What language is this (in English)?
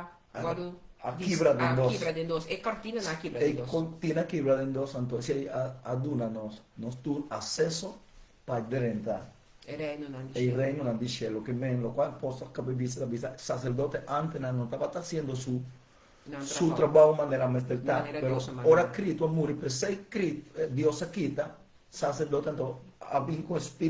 Papiamento